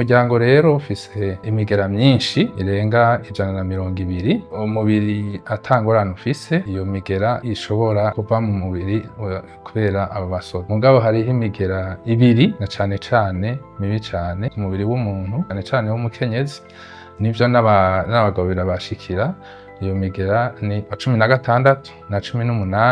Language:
Rundi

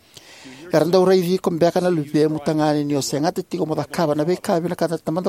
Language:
Fijian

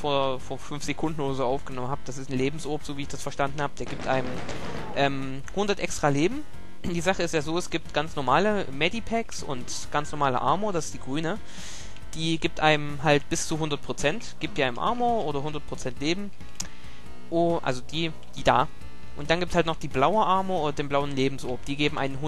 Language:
German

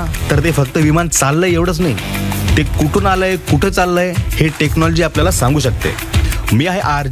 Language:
Marathi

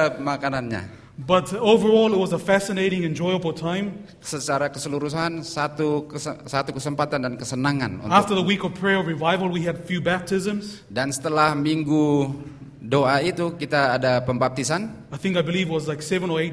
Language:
Indonesian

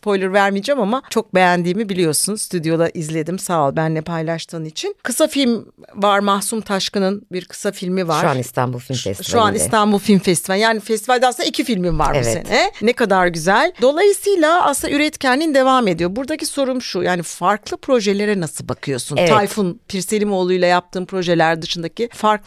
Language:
Turkish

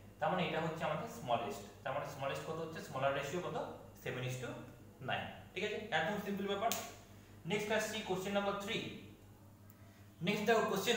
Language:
Bangla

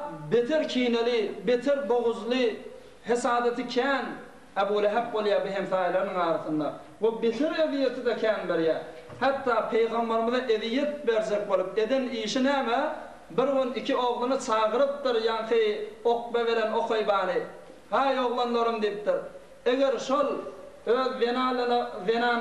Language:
Turkmen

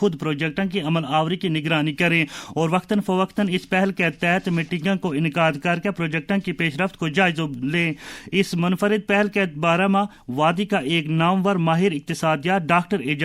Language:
Gujari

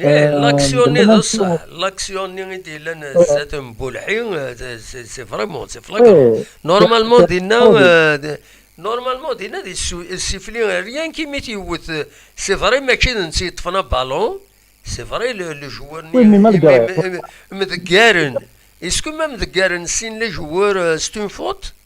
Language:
Kabyle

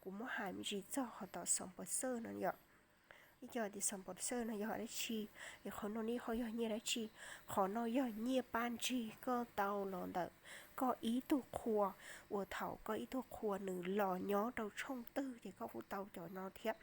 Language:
Hmong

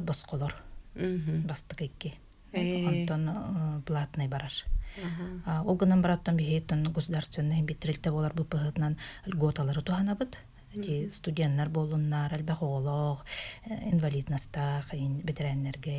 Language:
Yakut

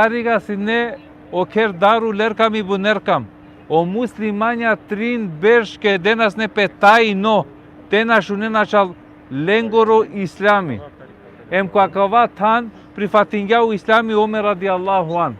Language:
Balkan Romani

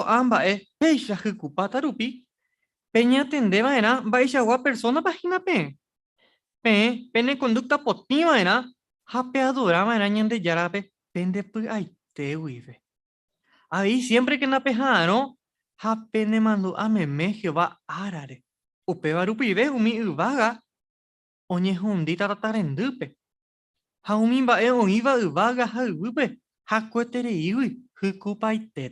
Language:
Guarani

